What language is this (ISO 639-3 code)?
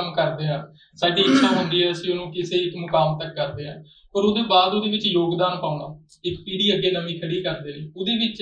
pan